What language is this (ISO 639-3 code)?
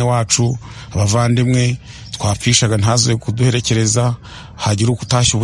kin